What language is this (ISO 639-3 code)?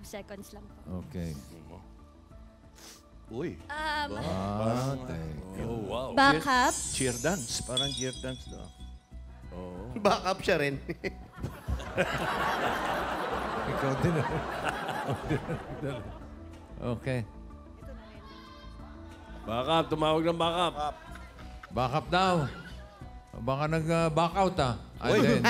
fil